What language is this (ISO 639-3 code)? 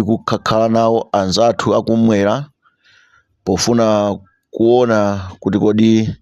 nya